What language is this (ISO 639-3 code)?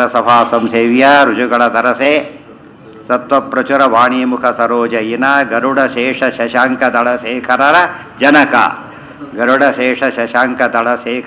kan